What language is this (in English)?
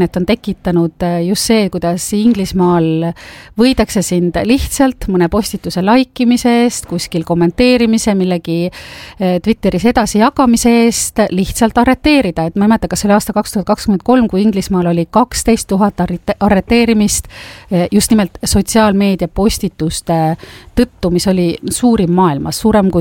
Estonian